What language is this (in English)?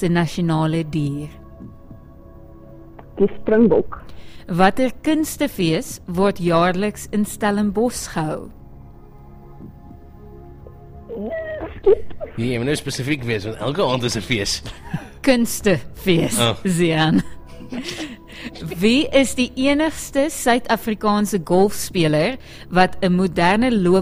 Afrikaans